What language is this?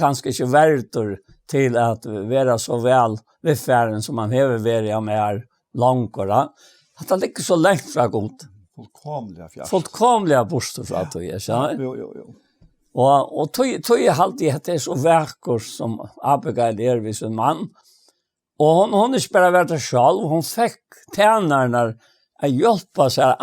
Faroese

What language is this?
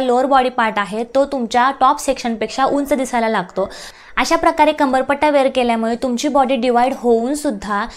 Marathi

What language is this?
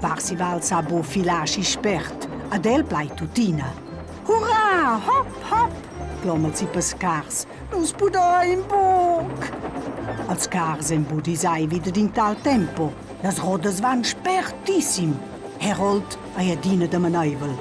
Romansh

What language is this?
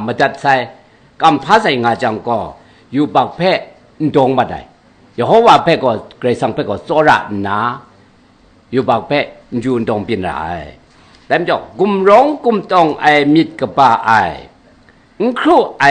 Kachin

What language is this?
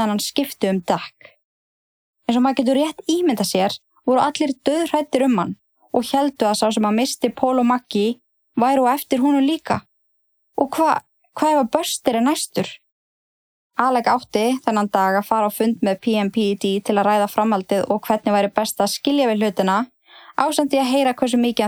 Icelandic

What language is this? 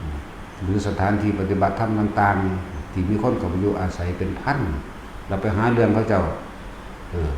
Northeastern Thai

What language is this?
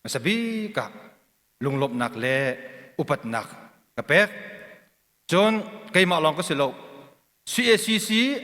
Hakha Chin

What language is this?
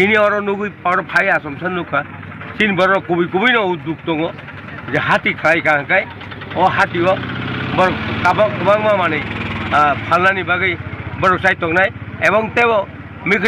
Kok Borok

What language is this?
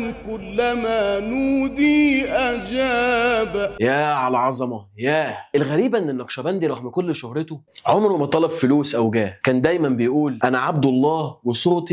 Egyptian Arabic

